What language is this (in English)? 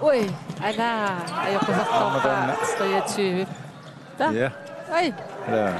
Kalaallisut